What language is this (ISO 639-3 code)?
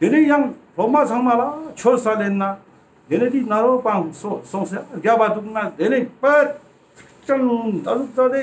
lbj